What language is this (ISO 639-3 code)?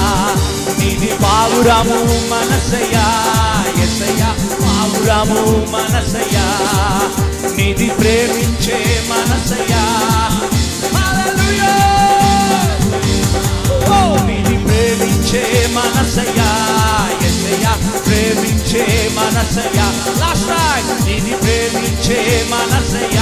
tel